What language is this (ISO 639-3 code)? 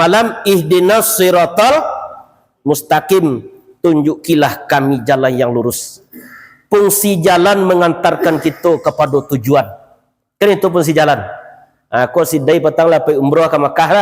min